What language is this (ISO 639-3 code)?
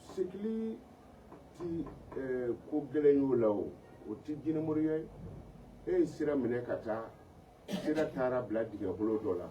bam